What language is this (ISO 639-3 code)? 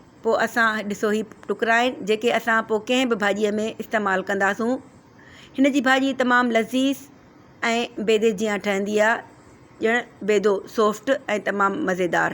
snd